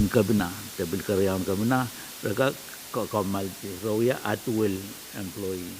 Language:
Pohnpeian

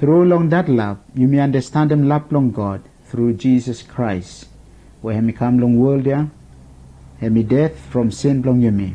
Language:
Bislama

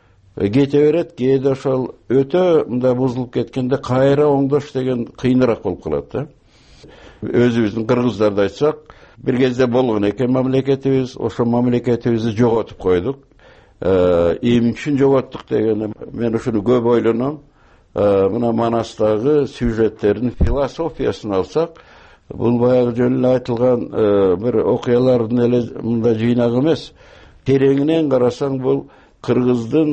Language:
Kyrgyz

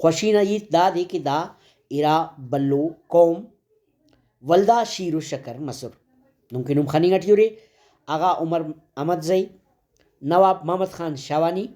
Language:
Brahui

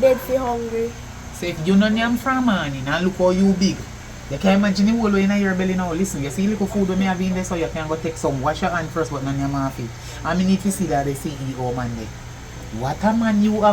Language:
Jamaican Creole English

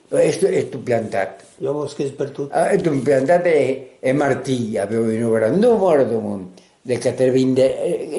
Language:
Occitan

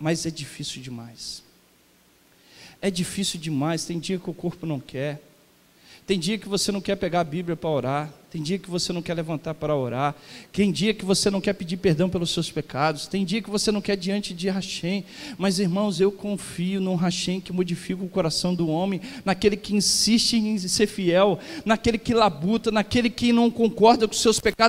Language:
Portuguese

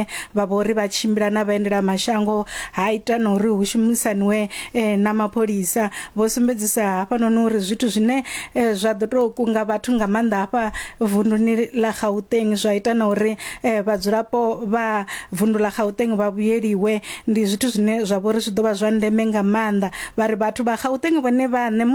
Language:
Venda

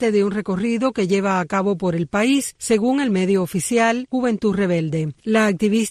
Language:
Spanish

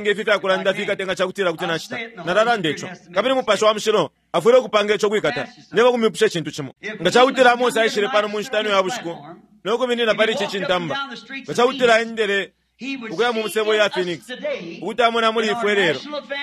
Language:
Bemba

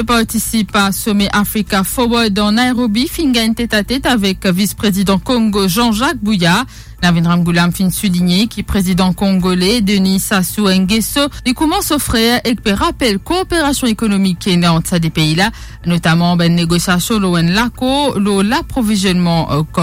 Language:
Morisyen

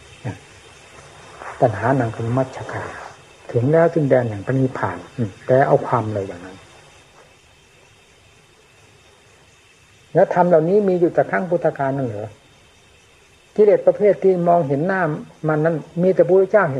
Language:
Thai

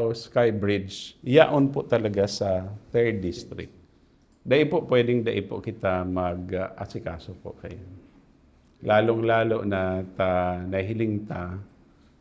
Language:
Bikol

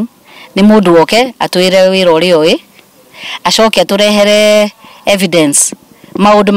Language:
Kikuyu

